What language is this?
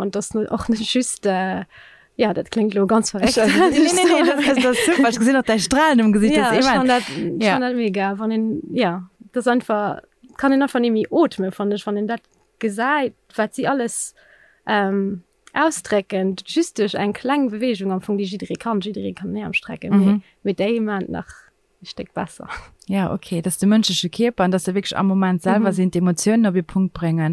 Luxembourgish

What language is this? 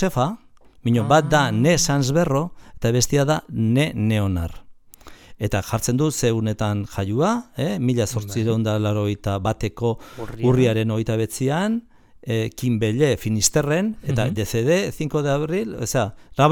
Basque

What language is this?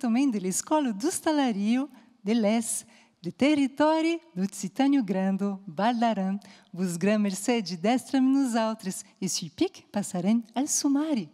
Occitan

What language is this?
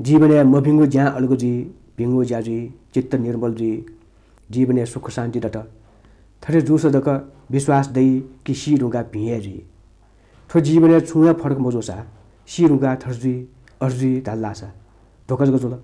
Newari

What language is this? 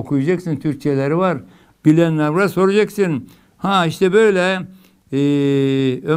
Turkish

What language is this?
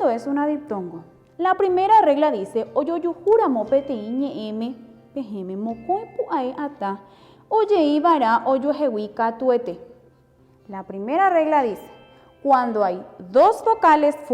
Guarani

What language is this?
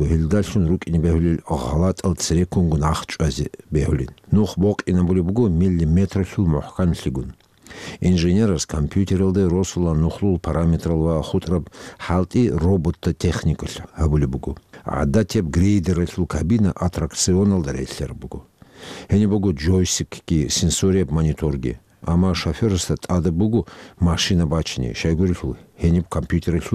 Avaric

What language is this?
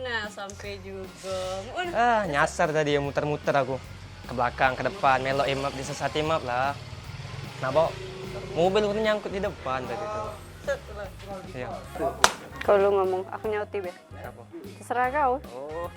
Musi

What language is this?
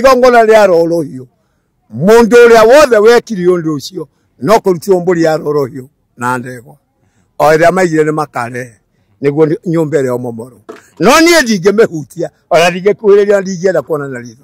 Kikuyu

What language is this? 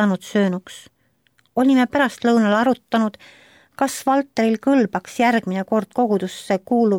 Estonian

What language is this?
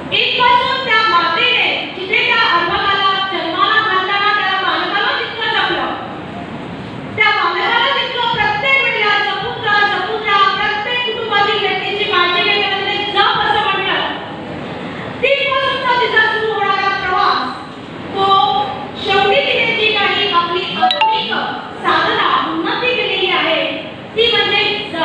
Marathi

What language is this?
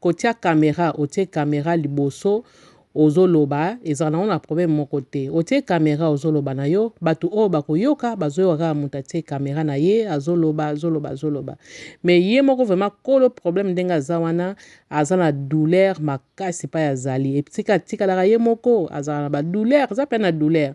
Lingala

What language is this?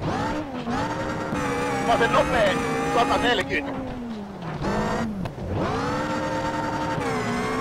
Finnish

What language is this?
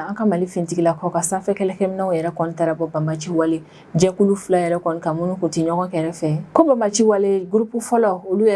Bambara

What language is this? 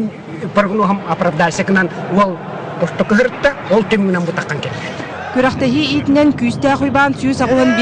Yakut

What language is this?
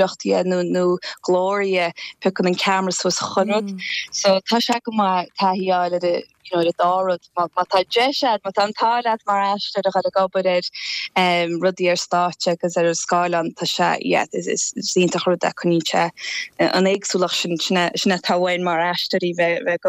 Irish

